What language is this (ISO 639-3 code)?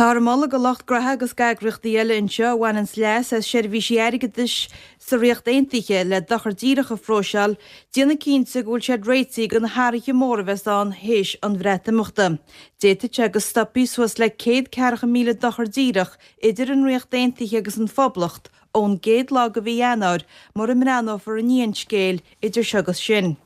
gle